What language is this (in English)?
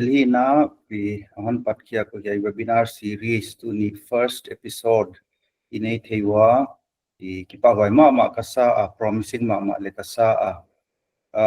Paite Chin